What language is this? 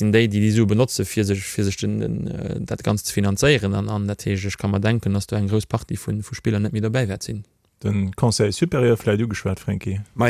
Luxembourgish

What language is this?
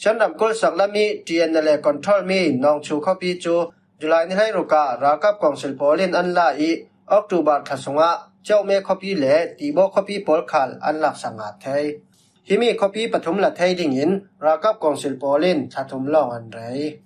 Falam Chin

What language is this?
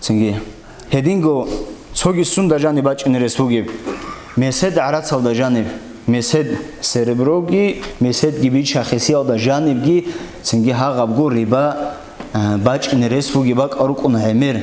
Avaric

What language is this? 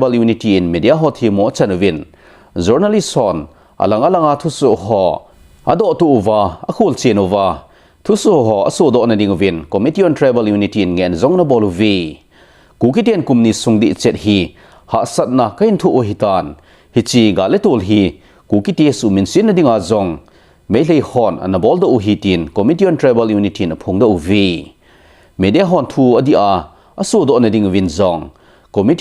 Thado Chin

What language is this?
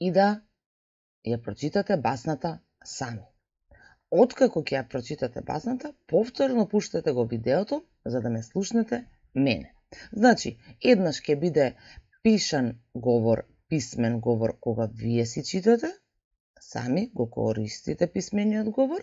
Macedonian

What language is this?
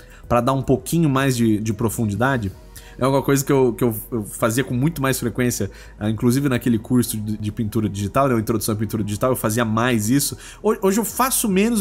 Portuguese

